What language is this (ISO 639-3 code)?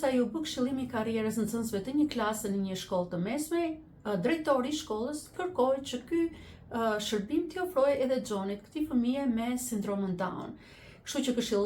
sqi